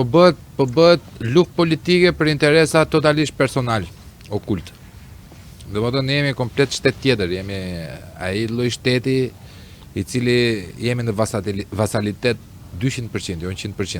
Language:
Albanian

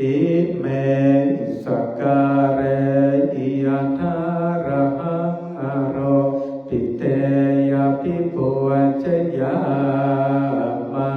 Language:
Pali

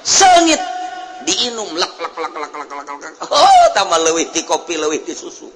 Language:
Sundanese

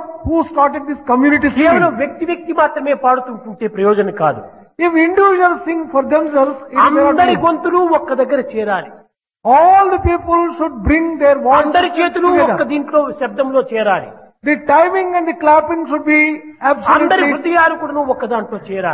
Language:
Telugu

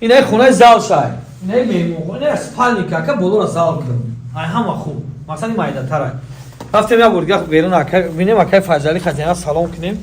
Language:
Tajik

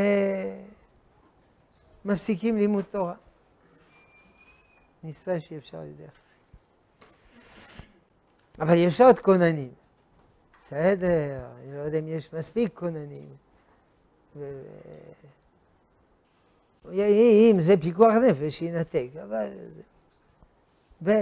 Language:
Hebrew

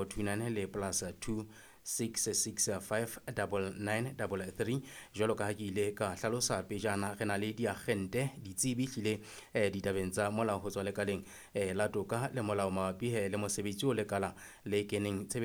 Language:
Southern Sotho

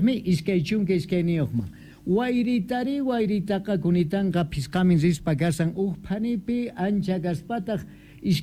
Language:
South Bolivian Quechua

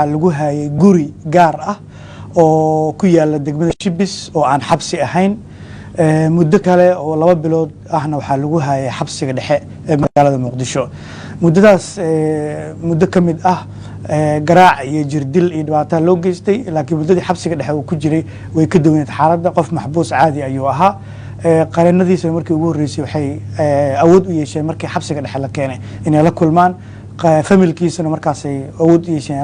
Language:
Somali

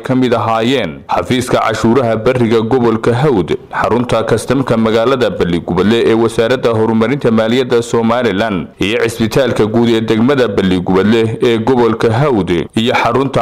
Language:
Somali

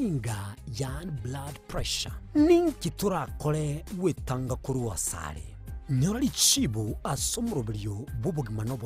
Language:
Gusii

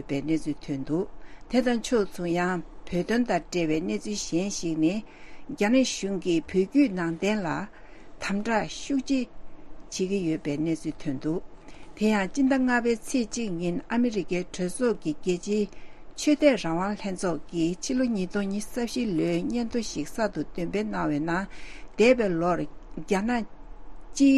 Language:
Tibetan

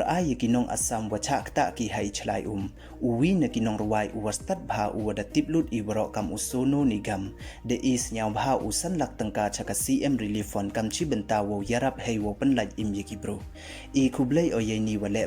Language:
Pnar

